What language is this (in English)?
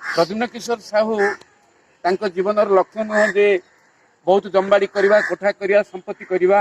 Odia